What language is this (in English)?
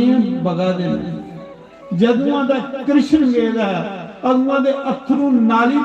Dogri